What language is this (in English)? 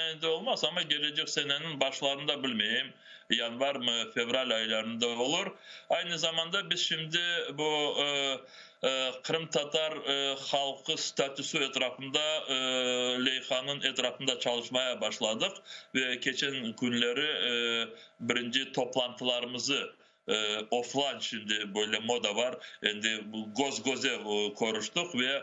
Crimean Tatar